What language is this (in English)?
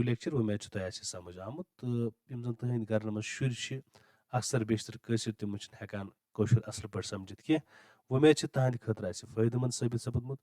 Kashmiri